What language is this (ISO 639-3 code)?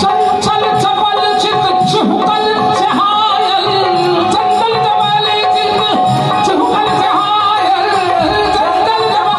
mai